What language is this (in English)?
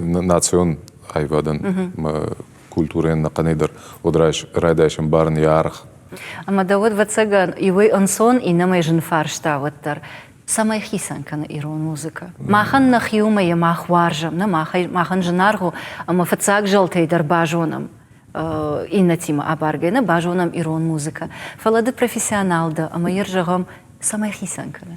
Ossetic